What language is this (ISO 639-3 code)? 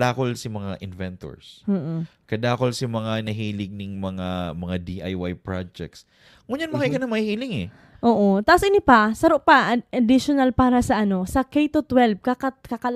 bik